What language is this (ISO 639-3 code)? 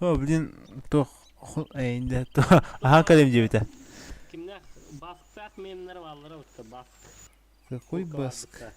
sah